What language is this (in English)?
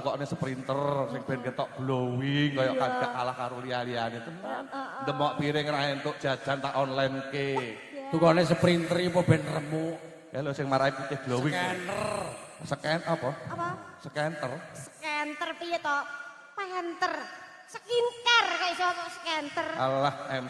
Javanese